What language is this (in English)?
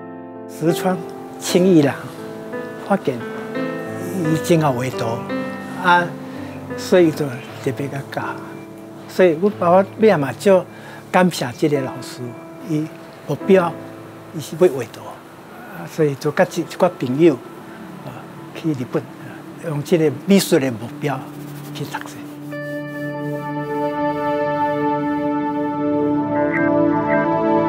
Chinese